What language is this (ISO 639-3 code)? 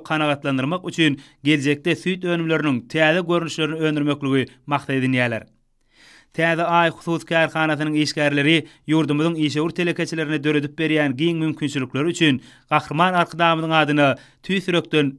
tuk